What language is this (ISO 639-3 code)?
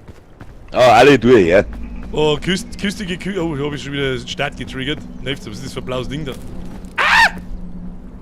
bar